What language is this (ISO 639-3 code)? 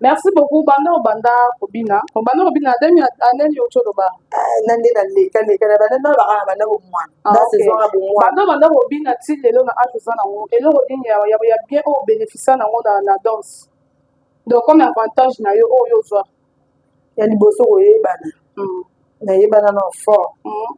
lin